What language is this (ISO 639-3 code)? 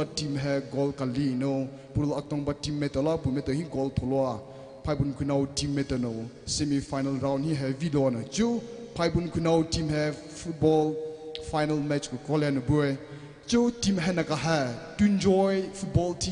pmx